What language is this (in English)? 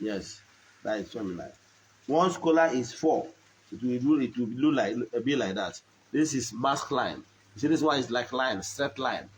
Igbo